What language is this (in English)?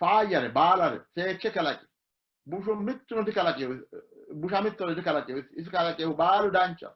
Sidamo